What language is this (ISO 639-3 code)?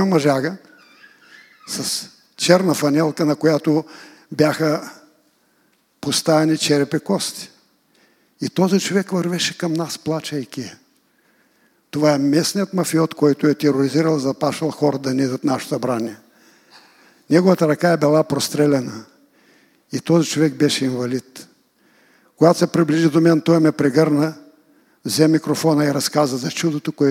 bul